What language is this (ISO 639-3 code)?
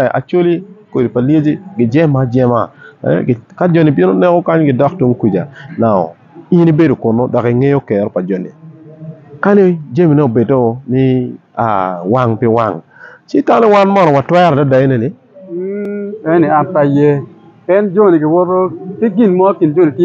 ach